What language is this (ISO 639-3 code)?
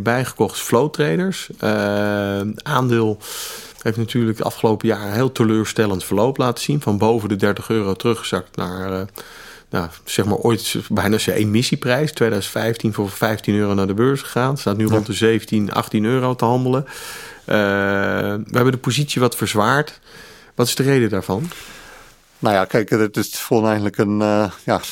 nld